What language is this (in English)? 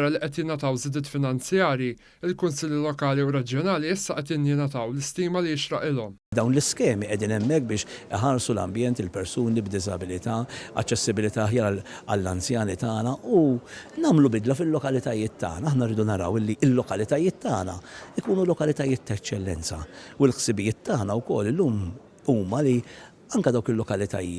Maltese